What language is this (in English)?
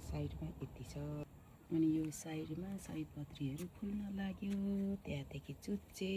Nepali